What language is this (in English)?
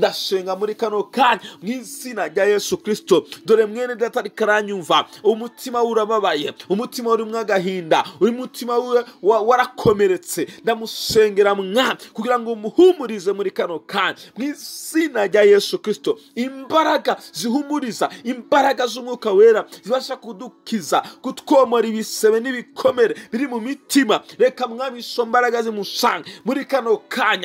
Kinyarwanda